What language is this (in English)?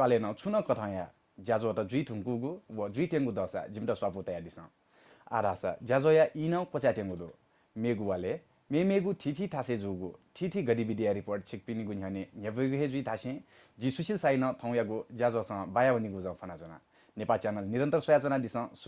Newari